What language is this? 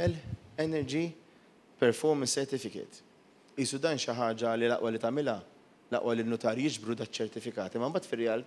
Maltese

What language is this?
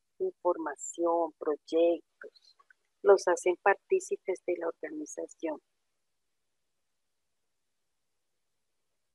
Spanish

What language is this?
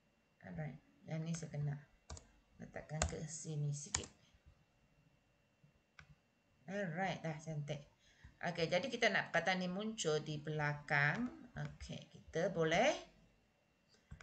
Malay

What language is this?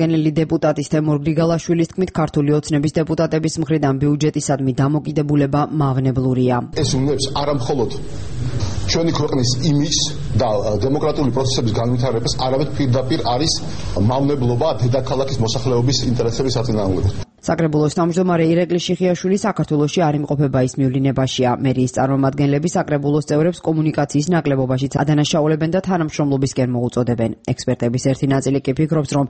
Georgian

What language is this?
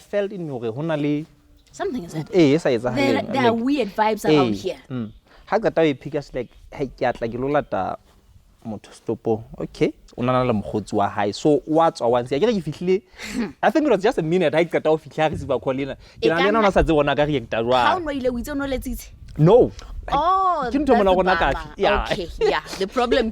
Southern Sotho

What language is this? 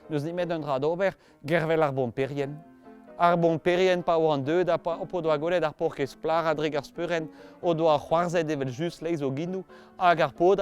Breton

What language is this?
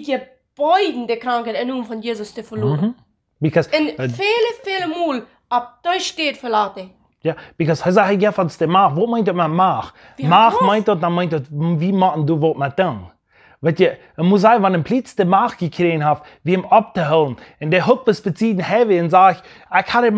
Plautdietsch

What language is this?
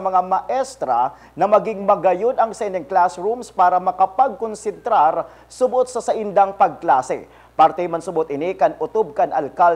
Bikol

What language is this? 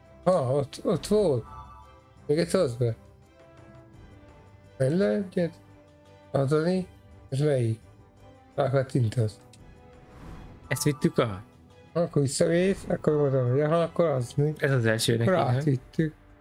Hungarian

